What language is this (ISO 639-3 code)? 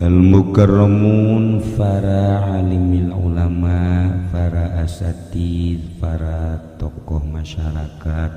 sun